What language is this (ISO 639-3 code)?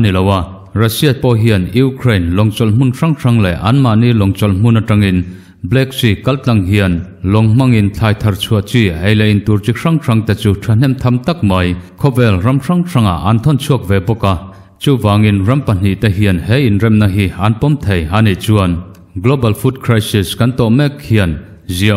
lus